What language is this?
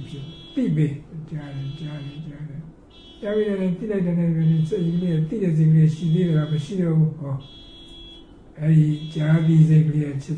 Burmese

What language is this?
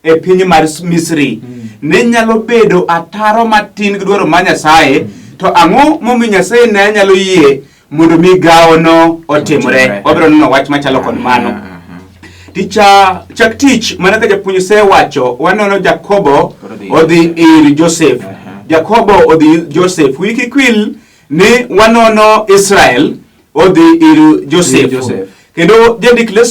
Luo (Kenya and Tanzania)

